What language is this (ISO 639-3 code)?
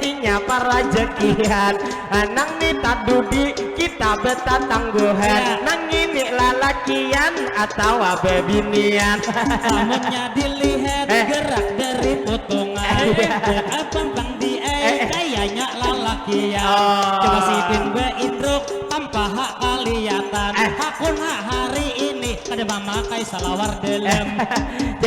bjn